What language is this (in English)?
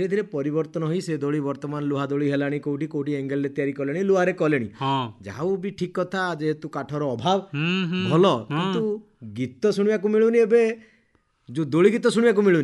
Odia